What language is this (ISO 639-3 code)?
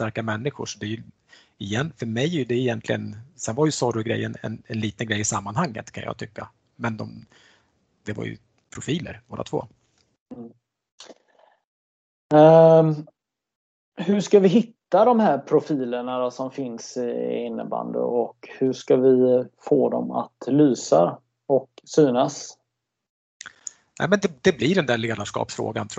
swe